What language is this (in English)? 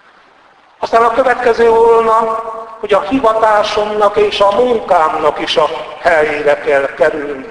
Hungarian